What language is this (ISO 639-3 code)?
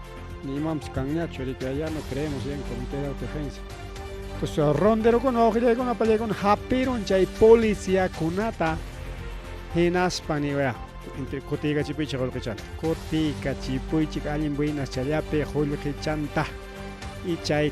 quy